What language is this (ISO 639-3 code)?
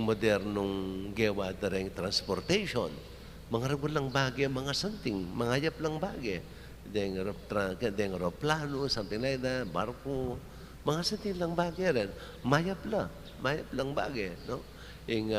pam